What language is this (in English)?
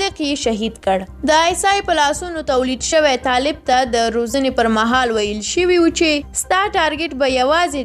Pashto